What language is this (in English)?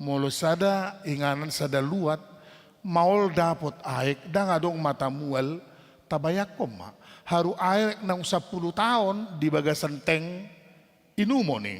Batak Toba